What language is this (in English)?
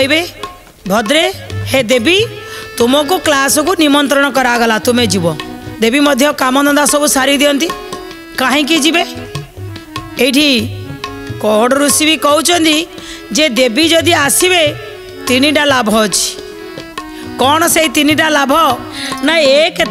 Odia